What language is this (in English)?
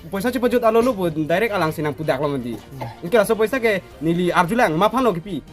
Karbi